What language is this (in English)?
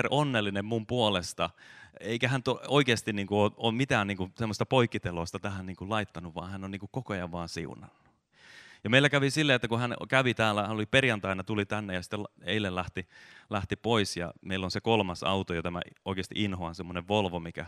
Finnish